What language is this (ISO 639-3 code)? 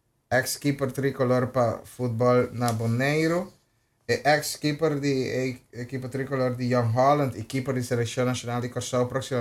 pap